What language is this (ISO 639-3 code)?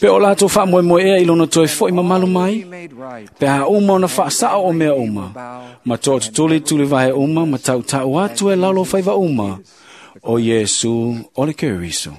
smo